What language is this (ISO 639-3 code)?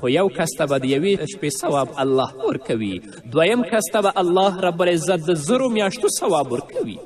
pus